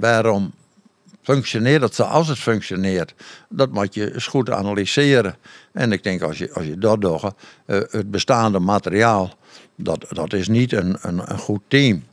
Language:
Western Frisian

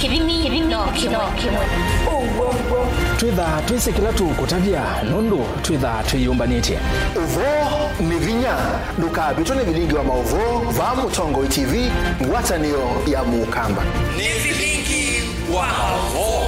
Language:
Kamba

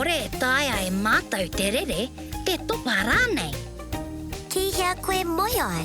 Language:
Māori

